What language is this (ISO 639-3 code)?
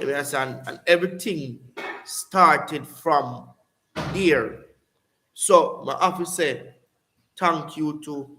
jam